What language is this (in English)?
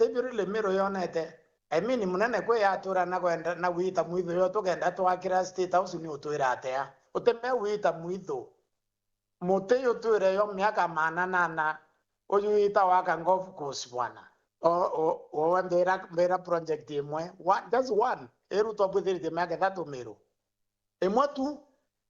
Meru